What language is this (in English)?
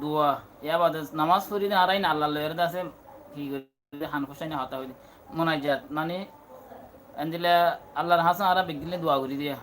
Rohingya